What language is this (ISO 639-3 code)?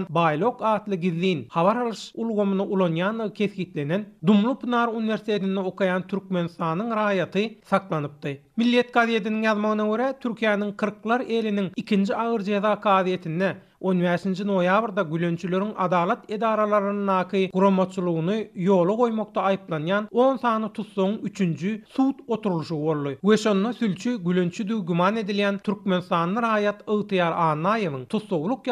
tuk